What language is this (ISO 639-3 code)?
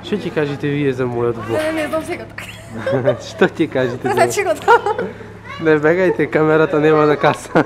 mkd